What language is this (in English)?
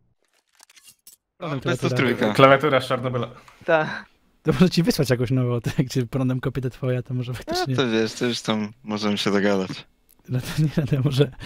Polish